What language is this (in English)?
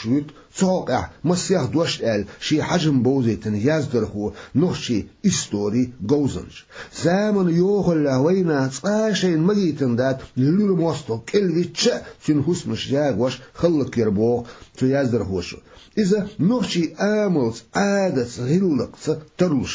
Chechen